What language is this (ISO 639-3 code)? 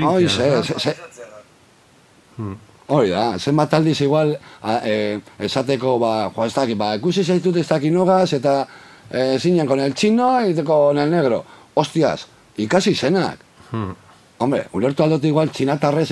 eus